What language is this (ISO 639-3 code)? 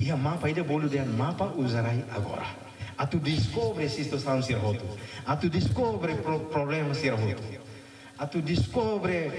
tet